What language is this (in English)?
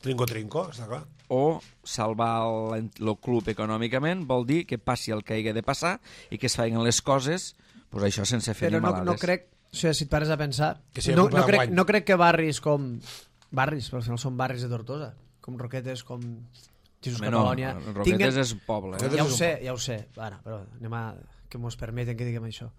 Catalan